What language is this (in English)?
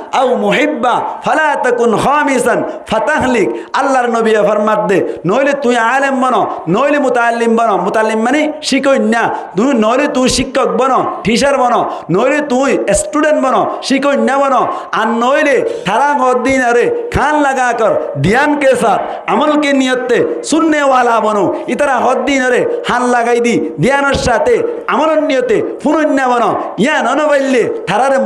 Rohingya